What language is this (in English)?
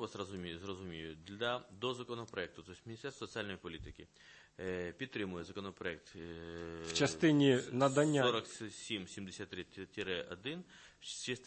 Ukrainian